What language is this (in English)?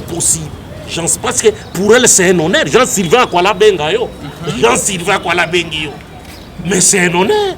Lingala